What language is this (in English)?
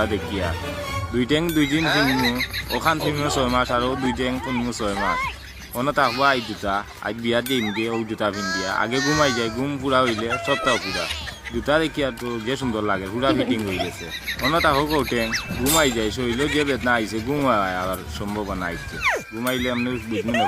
Sylheti